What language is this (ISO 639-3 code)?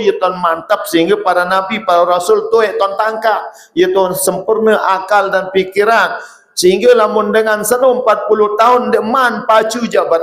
sas